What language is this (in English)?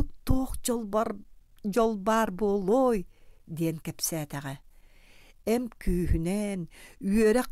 Yakut